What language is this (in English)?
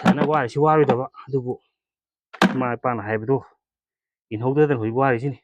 Manipuri